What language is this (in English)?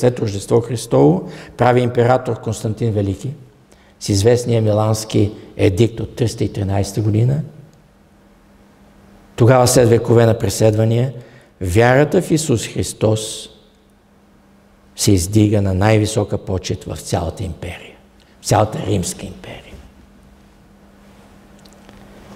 Bulgarian